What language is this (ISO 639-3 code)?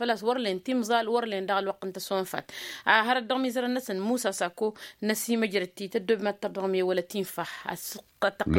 taq